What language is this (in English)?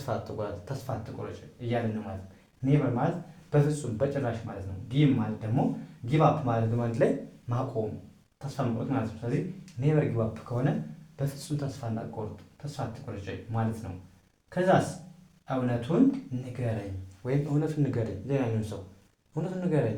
Amharic